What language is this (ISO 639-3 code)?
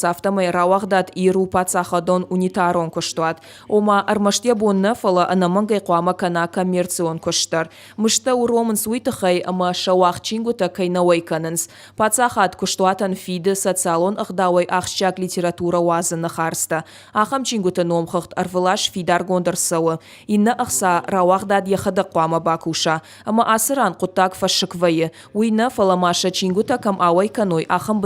oss